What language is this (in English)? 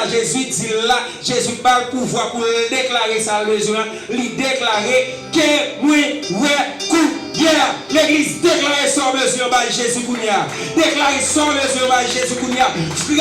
Haitian Creole